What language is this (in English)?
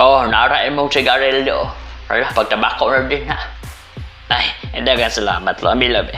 Cebuano